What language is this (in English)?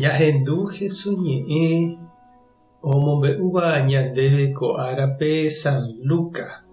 Guarani